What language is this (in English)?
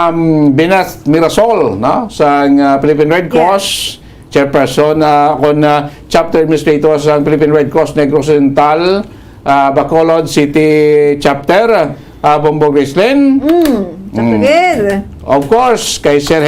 Hiligaynon